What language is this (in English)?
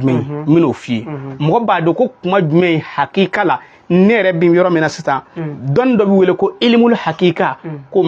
Bambara